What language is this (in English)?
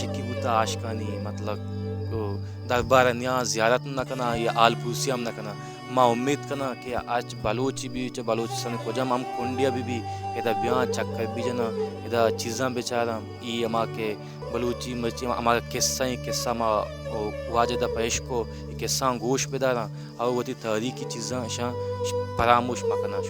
Baluchi